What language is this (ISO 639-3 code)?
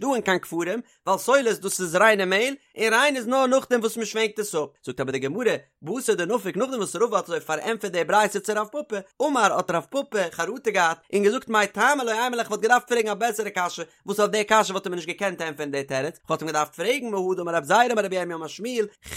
yid